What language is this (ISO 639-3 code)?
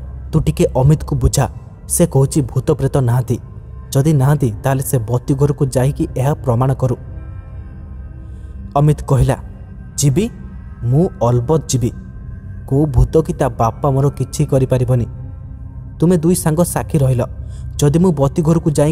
ori